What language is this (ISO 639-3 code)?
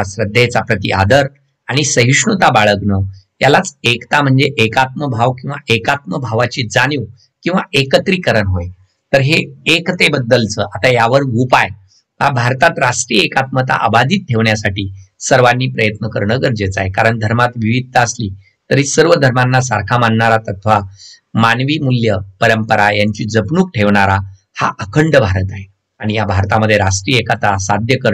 mar